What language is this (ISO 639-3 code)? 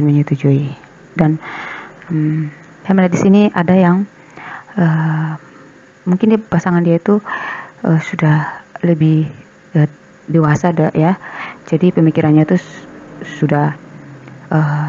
ind